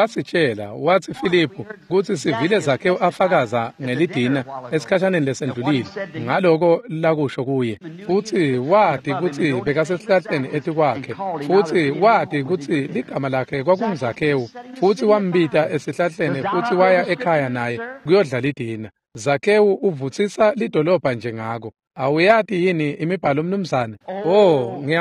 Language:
Swati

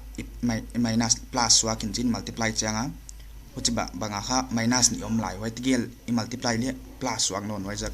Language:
Paite Chin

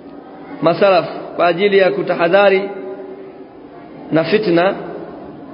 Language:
Swahili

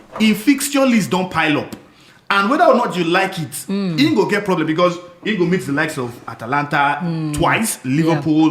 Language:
Nigerian Pidgin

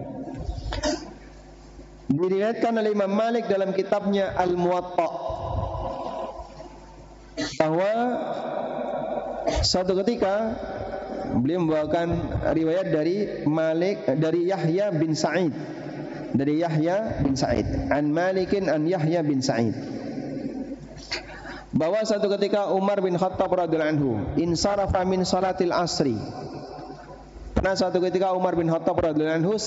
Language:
Indonesian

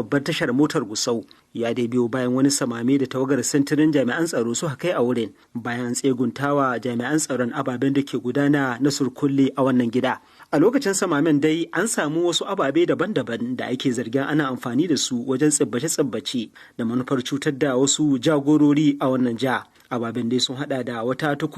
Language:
Hausa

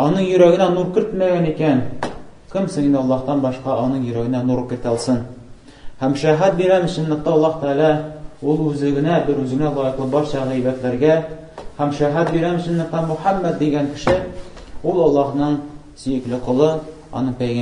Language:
Tatar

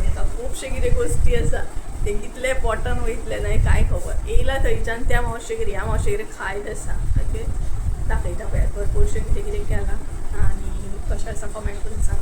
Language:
Konkani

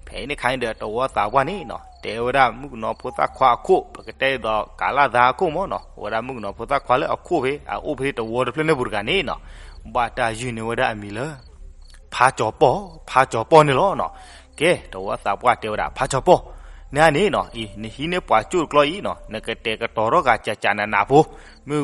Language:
S'gaw Karen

